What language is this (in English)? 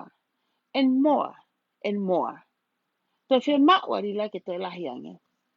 Tongan